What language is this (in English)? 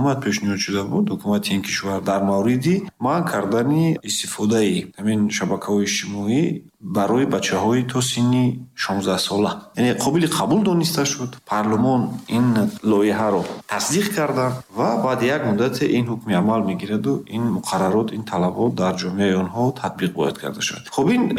Tajik